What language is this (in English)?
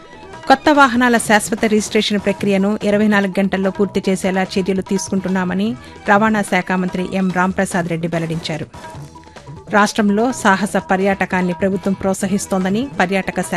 Telugu